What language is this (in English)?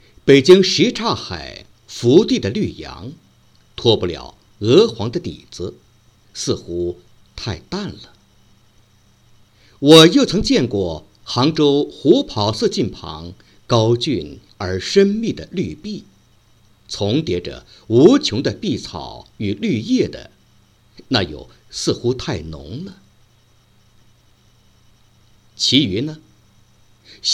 Chinese